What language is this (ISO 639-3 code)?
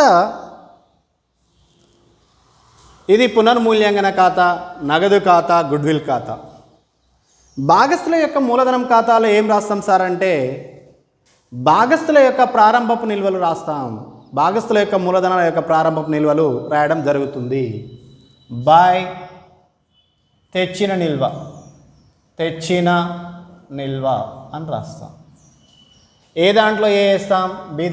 tel